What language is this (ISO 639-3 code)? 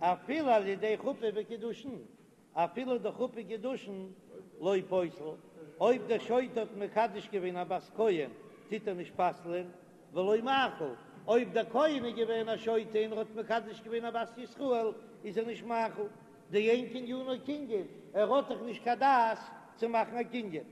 yid